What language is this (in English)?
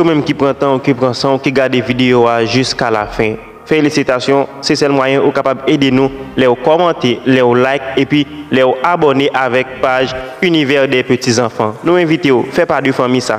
Haitian Creole